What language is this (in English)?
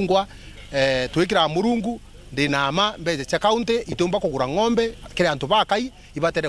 Meru